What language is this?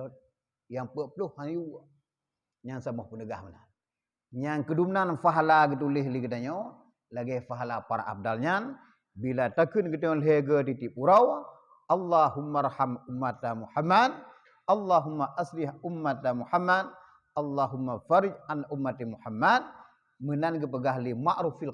Achinese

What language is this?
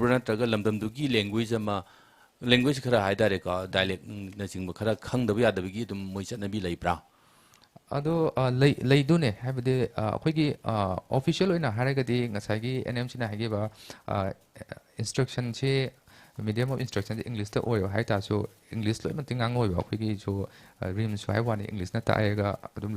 Manipuri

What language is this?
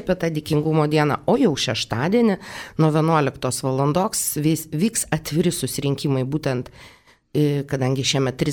Lithuanian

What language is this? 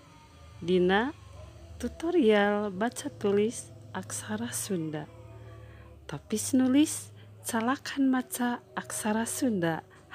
Sundanese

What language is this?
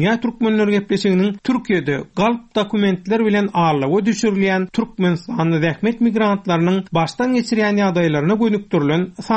Turkmen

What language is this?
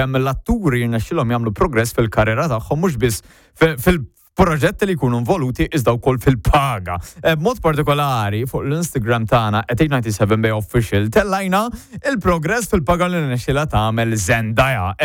Maltese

